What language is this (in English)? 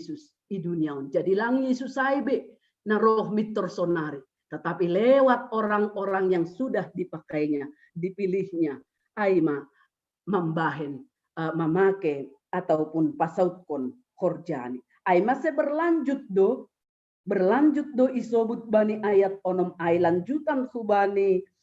Batak Simalungun